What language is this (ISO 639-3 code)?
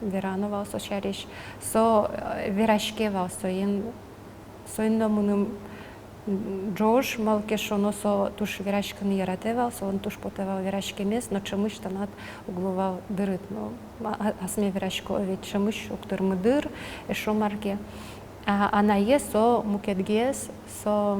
udm